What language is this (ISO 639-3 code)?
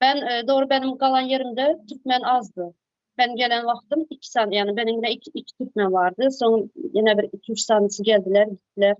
tuk